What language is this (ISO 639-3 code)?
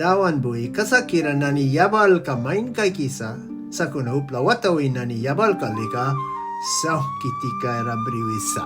miq